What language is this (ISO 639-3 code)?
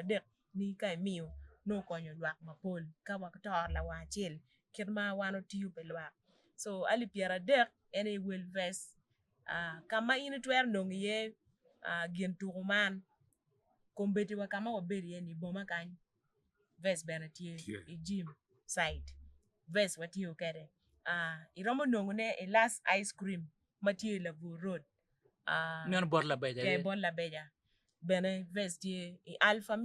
ach